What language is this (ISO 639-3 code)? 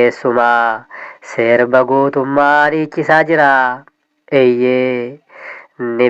orm